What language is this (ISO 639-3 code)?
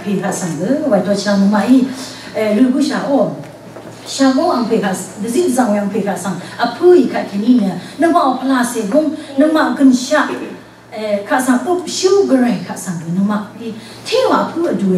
raw